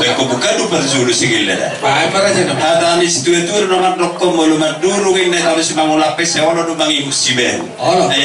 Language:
Batak Toba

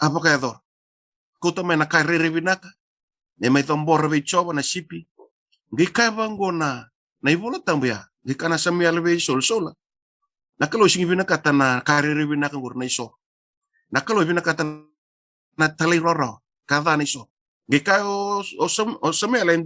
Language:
Fijian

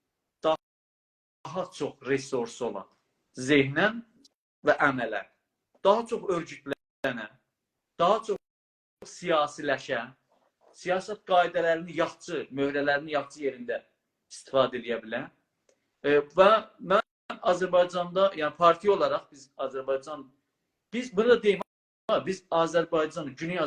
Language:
South Azerbaijani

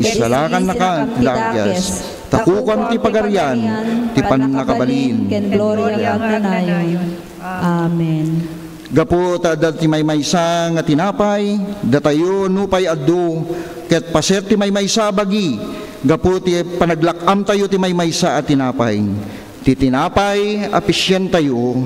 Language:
Iloko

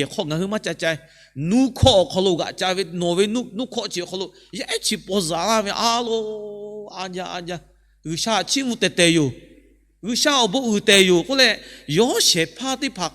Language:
Lahu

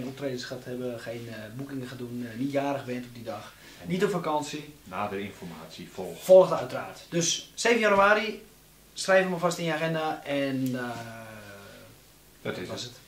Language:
Dutch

